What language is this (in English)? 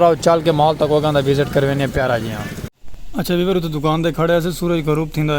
Saraiki